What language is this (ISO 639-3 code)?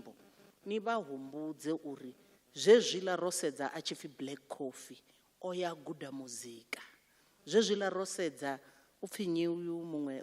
ven